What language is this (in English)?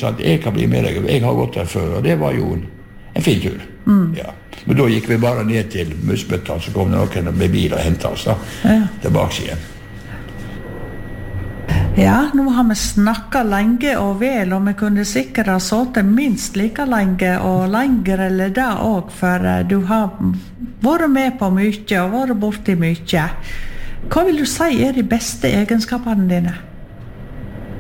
Norwegian